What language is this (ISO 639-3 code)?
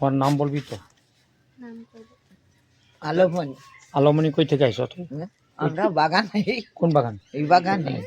sat